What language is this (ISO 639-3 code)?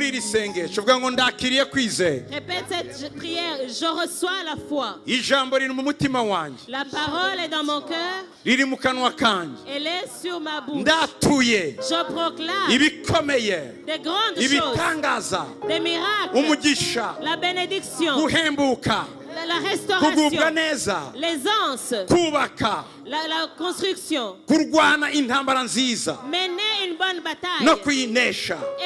kin